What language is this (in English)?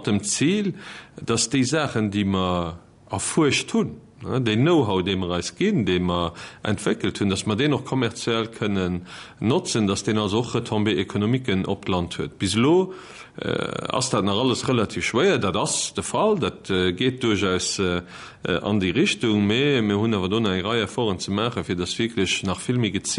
Luxembourgish